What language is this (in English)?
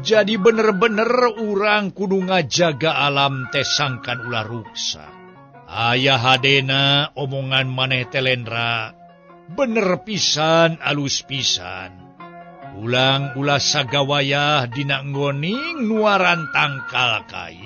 Sundanese